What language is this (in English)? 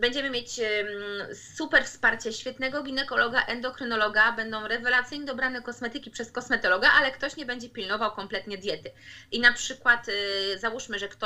Polish